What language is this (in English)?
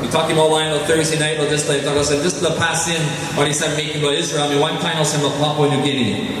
Tok Pisin